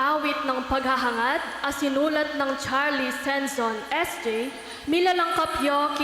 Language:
Pampanga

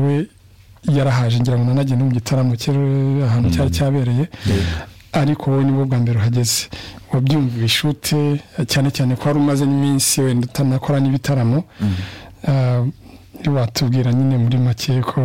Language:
Kinyarwanda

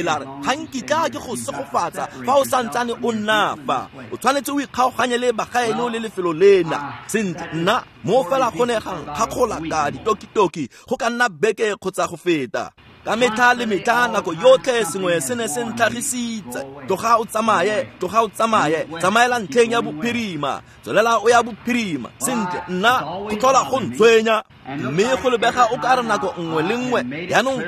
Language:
Tswana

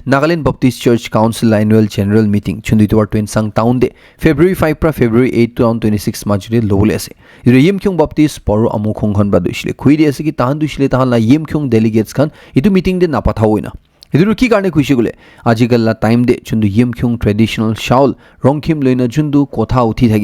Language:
Naga Pidgin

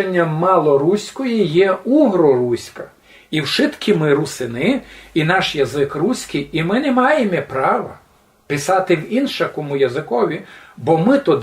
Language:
Rusyn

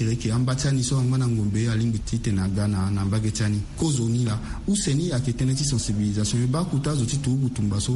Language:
Sango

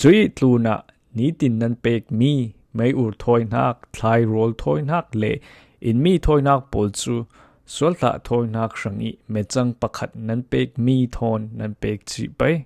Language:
Falam Chin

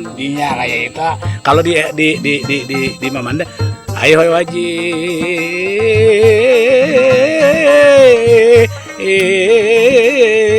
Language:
Banjar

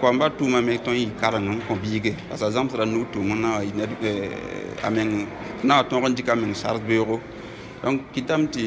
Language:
Mossi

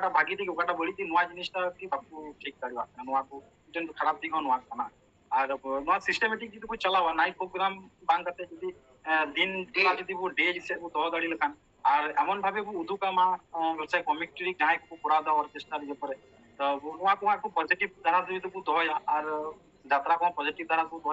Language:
Santali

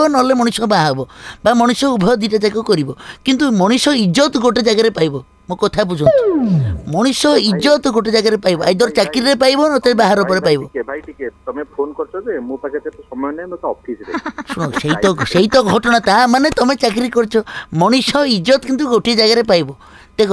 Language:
Odia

